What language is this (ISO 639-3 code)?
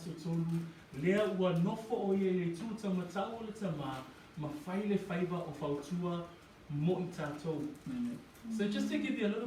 smo